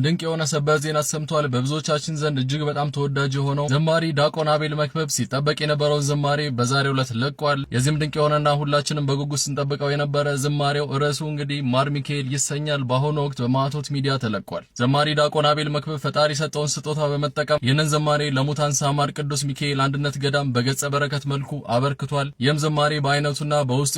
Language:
Amharic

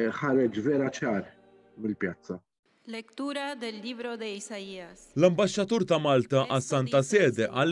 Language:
Maltese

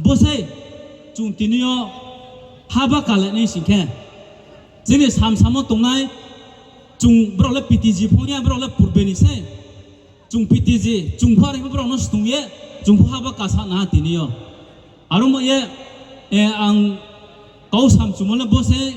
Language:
Riang (India)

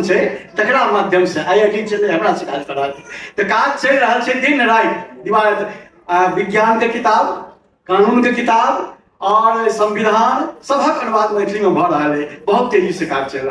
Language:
Maithili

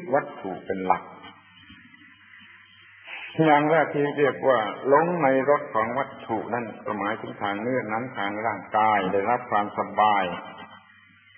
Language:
Thai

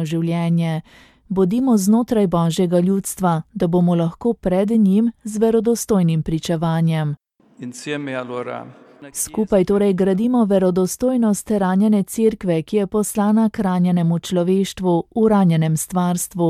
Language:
Slovenian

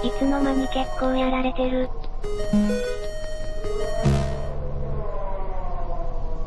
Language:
Japanese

